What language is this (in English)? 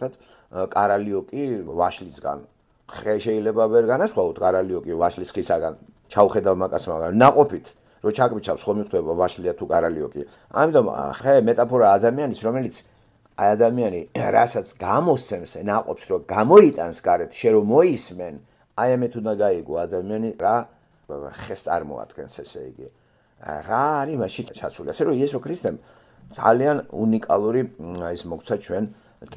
Georgian